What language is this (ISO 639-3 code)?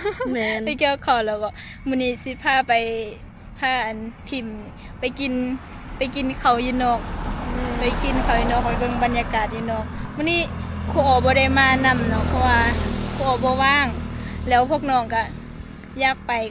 lao